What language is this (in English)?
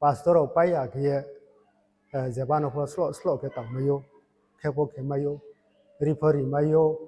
Riang (India)